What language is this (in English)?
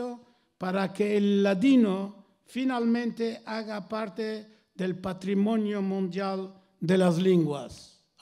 Ladino